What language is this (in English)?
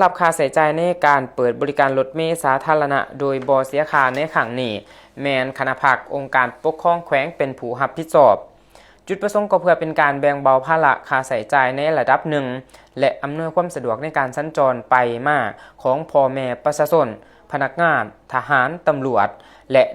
Lao